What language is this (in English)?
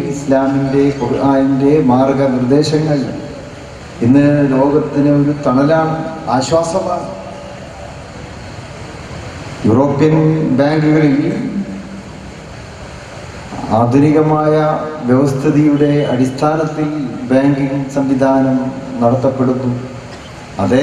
Malayalam